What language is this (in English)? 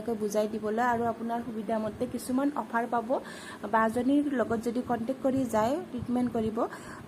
Assamese